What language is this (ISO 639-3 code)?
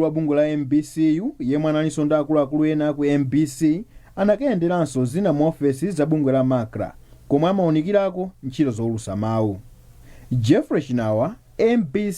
nya